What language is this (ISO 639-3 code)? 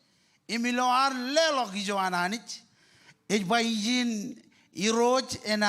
mah